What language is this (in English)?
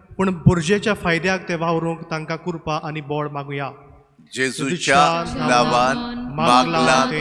Konkani